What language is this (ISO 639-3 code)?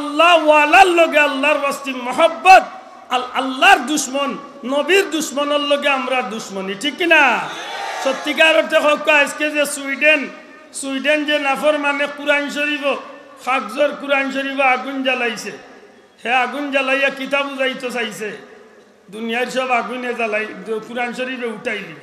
syl